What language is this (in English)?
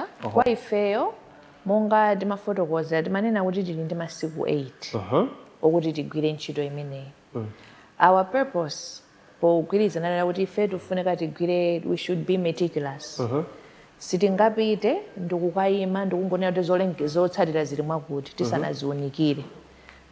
Nyanja